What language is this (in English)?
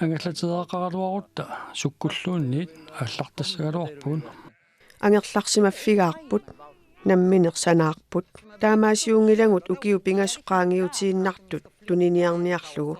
Kalaallisut